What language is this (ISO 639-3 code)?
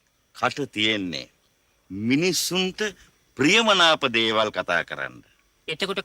sin